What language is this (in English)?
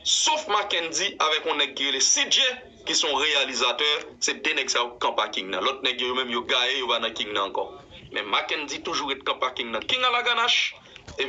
Haitian Creole